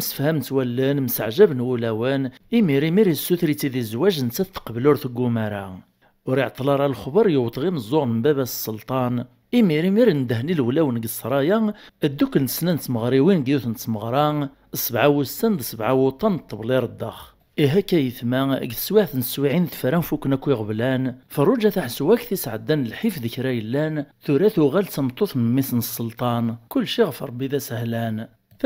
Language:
Kabyle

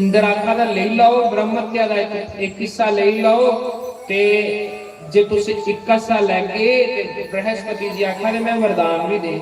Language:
Dogri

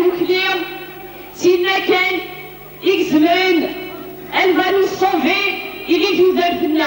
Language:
Kabyle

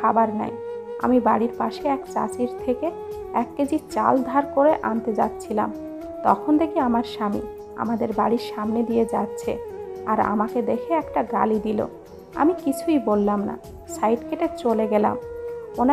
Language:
Bangla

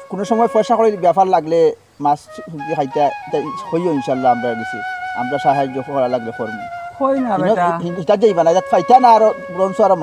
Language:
Sylheti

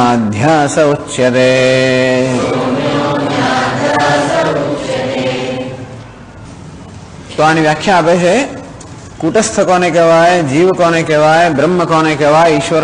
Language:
Gujarati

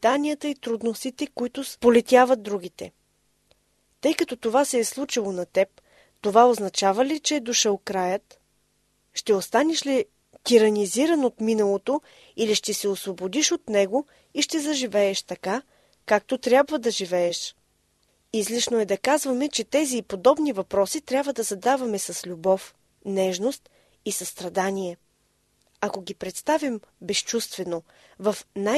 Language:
Bulgarian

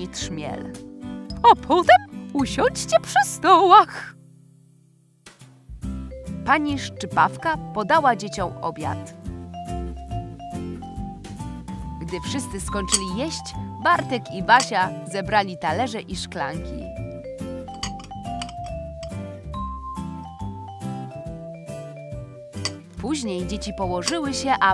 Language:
Polish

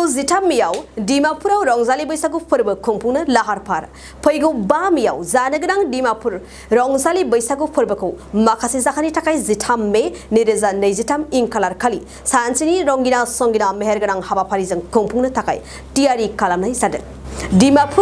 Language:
Bodo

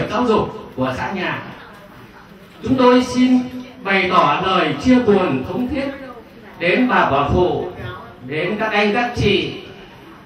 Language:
Vietnamese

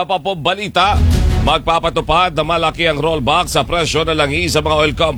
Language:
Filipino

